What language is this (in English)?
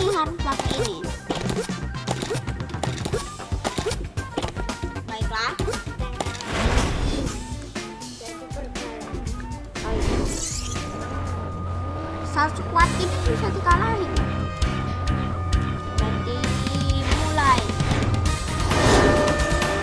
Indonesian